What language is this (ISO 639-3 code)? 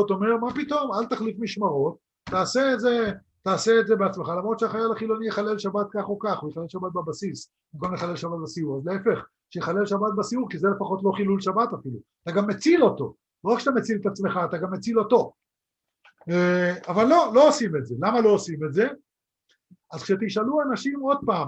heb